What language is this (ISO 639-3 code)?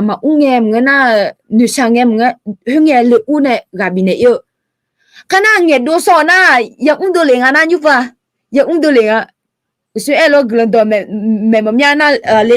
ahk